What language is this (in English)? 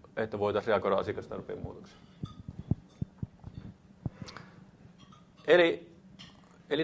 Finnish